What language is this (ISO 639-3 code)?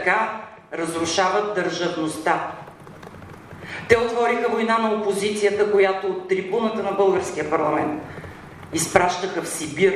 bul